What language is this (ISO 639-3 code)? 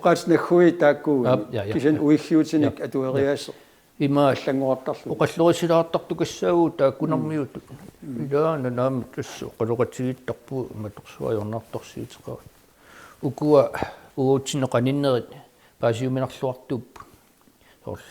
kal